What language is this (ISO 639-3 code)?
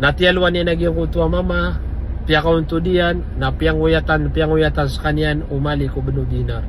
mrw